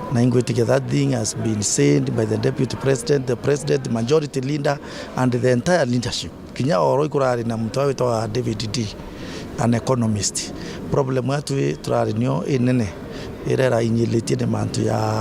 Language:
Meru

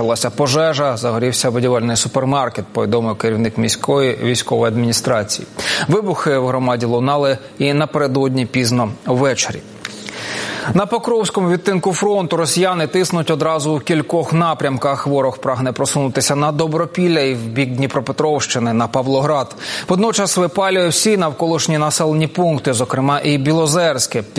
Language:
Ukrainian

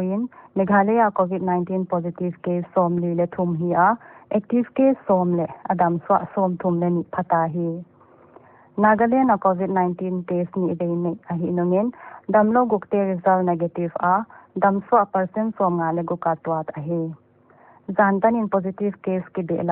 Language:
Paite Chin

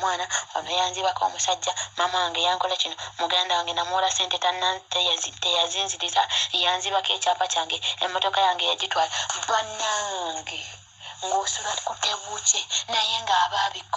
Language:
Ganda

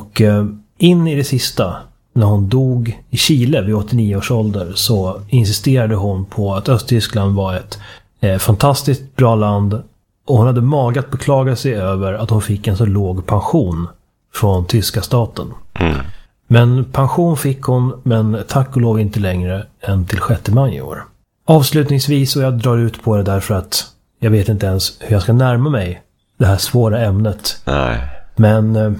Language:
Swedish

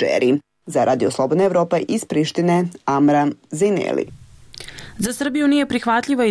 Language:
Serbian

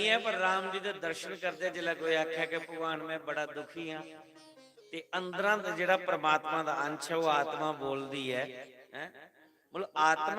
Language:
Dogri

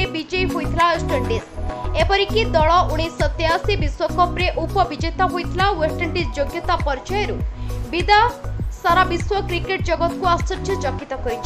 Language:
Odia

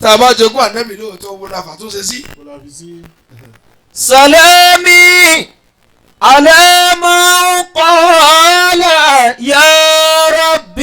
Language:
Yoruba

